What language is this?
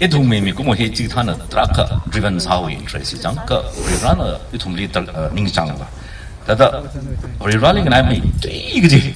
Tangkhul Naga (India)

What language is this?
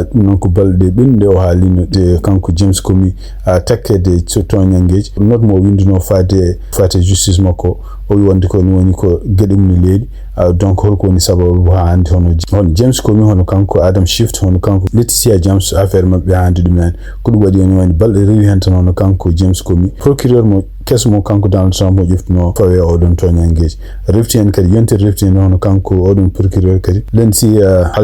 Fula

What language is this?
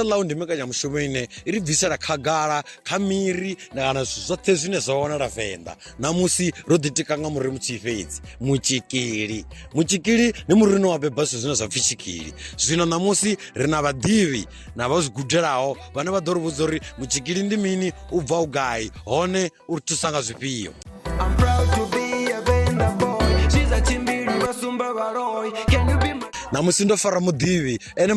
Venda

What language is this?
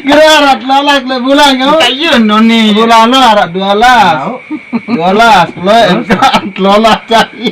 Sasak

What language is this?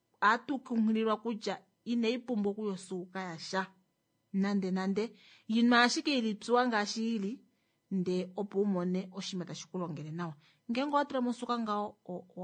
Kuanyama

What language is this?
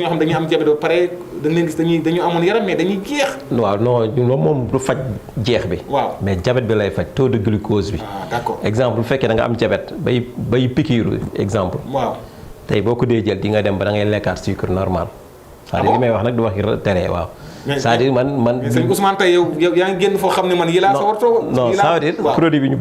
Wolof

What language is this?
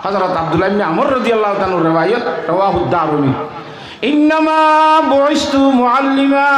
Rohingya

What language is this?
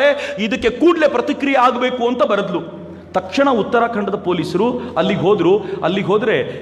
Kannada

